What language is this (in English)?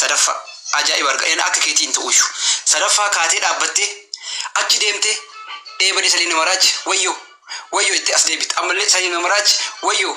Oromo